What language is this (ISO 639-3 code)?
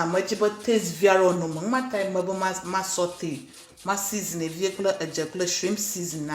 ewe